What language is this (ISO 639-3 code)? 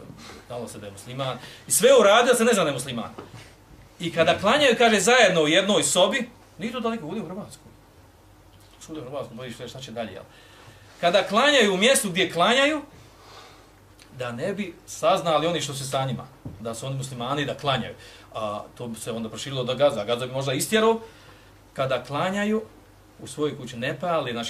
bos